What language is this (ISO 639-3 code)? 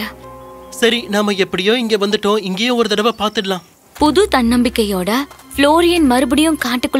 tam